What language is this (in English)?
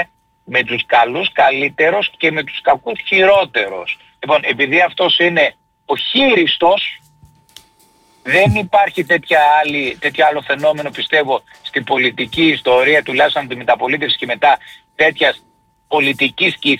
Greek